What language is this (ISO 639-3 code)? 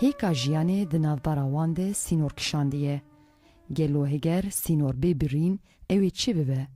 kur